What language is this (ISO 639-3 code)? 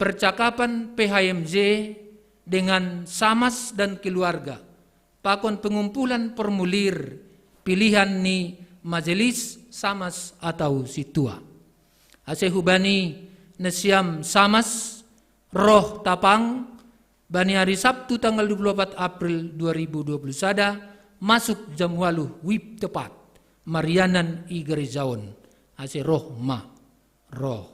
bts